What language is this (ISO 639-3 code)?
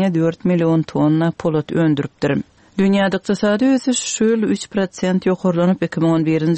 kir